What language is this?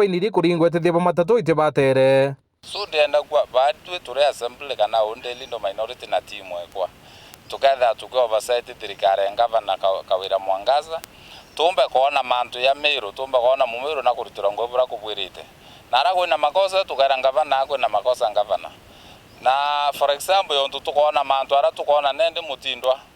Meru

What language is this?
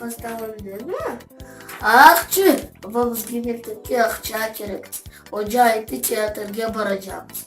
Crimean Tatar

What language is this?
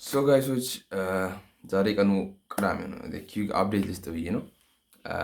Amharic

